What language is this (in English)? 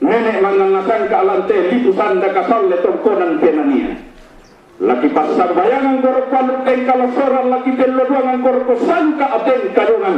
Toraja-Sa'dan